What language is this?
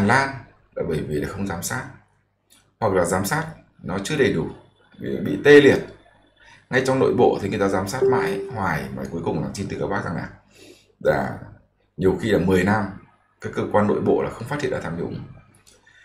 Vietnamese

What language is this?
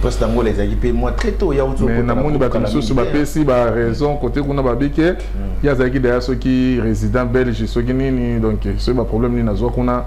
Lingala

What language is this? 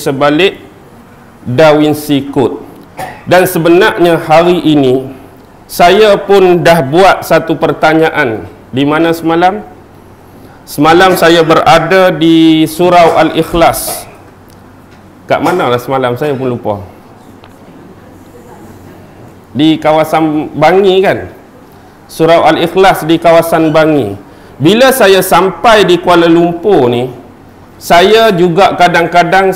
Malay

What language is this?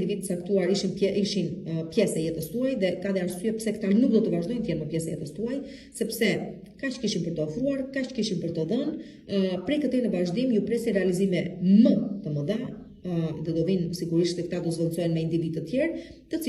Albanian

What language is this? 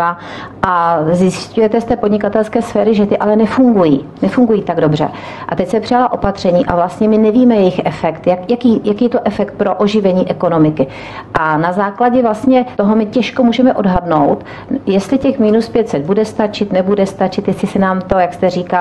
Czech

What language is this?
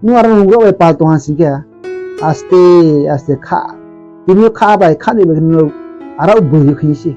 Riang (India)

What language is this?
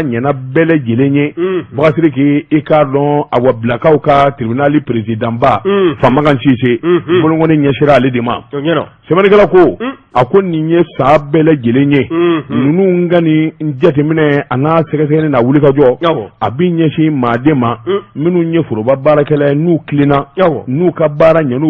Bambara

